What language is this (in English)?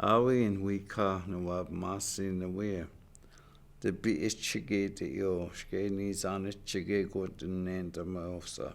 Chippewa